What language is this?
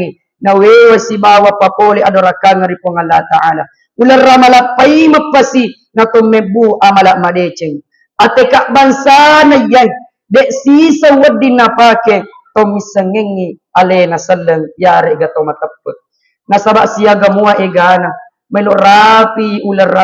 Buginese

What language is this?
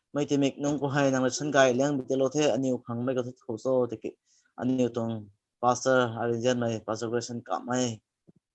Rongmei Naga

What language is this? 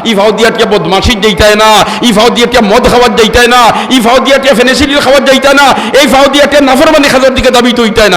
Sylheti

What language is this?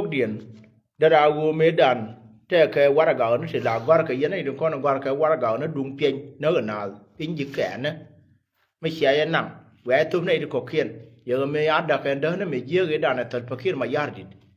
Nuer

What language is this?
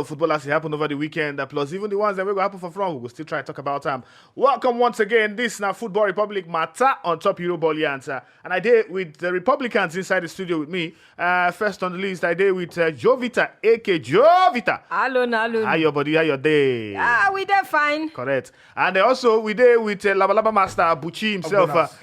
Nigerian Pidgin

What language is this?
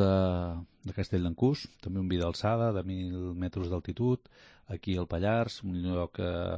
Catalan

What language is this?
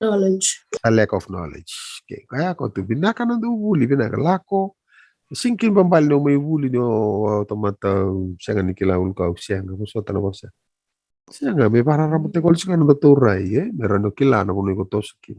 Fijian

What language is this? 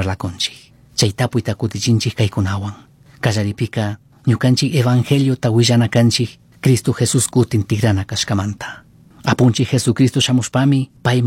Chimborazo Highland Quichua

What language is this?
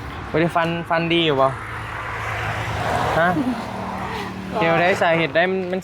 Northeastern Thai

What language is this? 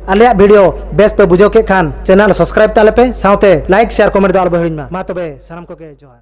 Santali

